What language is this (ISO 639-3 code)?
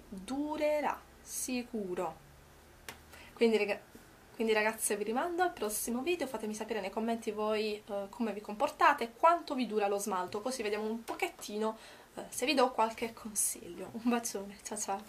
ita